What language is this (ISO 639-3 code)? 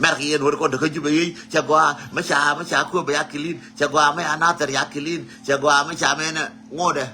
nus